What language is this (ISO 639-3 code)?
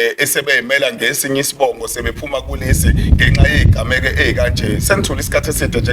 zul